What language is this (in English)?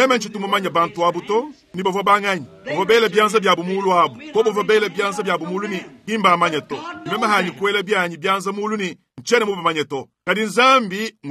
Luba-Lulua